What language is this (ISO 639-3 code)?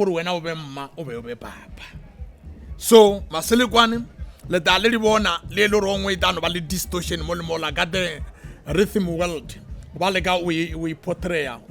nso